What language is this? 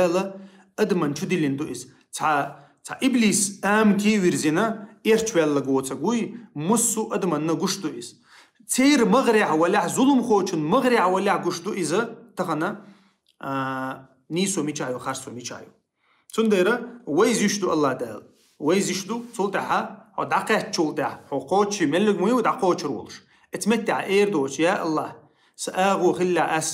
Chechen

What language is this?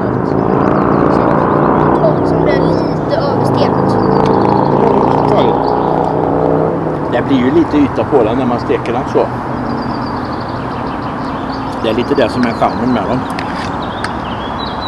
Swedish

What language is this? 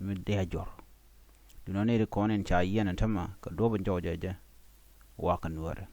Nuer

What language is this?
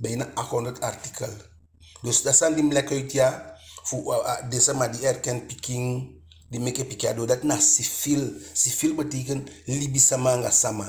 Eastern Maroon Creole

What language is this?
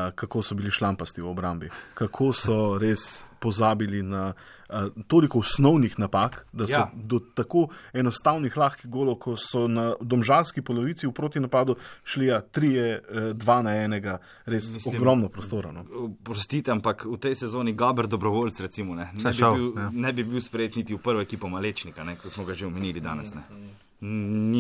Slovenian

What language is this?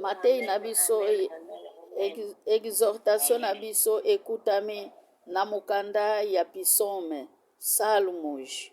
Lingala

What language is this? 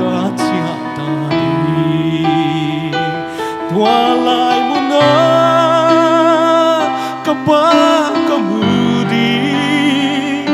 Paite Chin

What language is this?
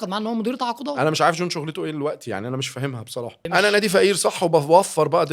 Egyptian Arabic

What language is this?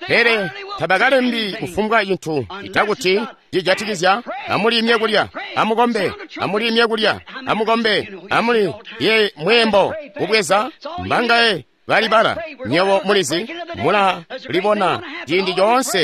Tonga (Zambia)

